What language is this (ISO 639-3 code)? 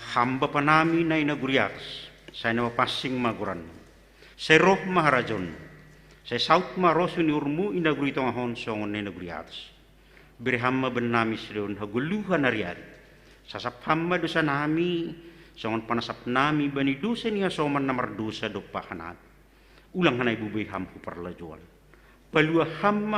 bts